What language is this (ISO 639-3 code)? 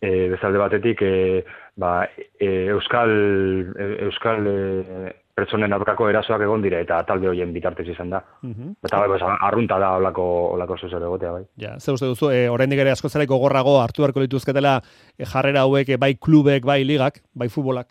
eus